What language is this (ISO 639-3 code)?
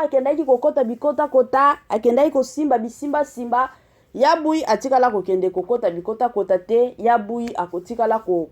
lin